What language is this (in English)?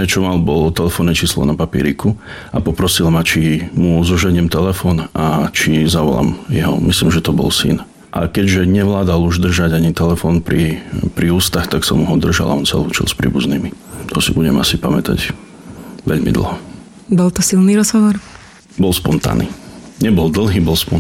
Slovak